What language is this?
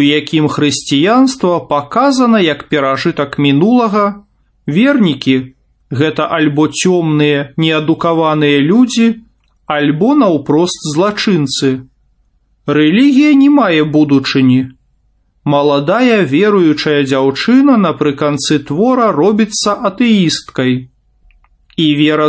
Belarusian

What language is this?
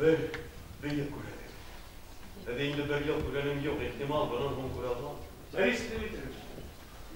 Bashkir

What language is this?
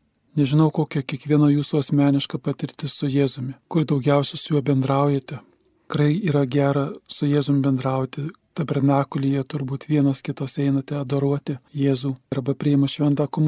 Lithuanian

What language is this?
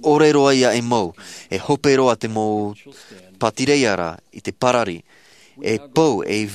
Tahitian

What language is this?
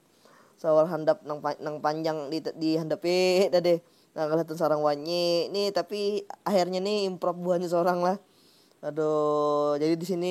Banjar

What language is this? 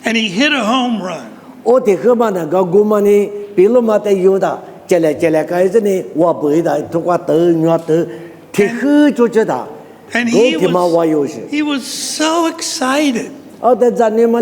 Lisu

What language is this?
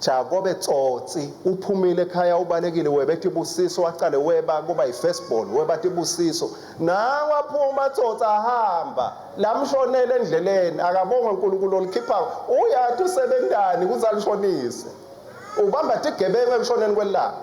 Swati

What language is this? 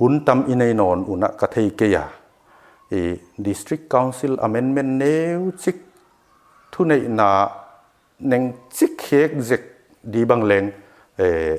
Paite Chin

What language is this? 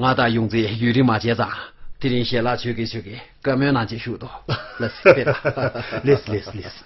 Tibetan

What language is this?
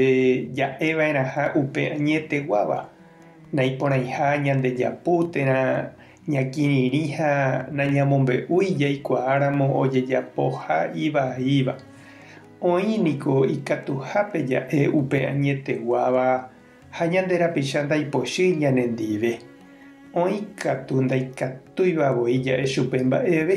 Guarani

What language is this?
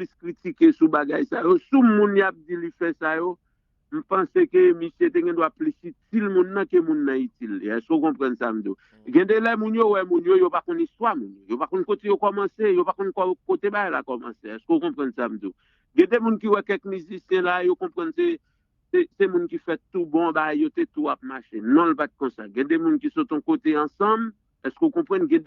Haitian Creole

